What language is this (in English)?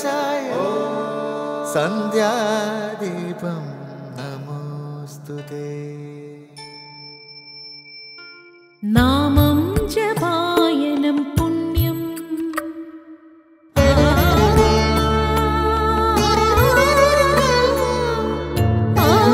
Malayalam